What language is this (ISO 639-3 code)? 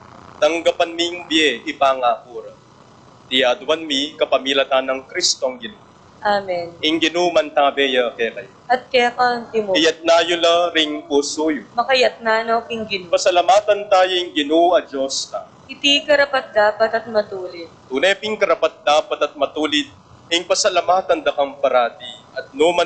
pam